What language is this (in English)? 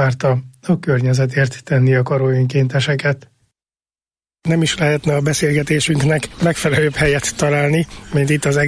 Hungarian